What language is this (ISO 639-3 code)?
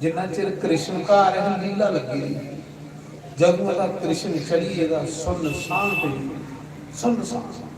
doi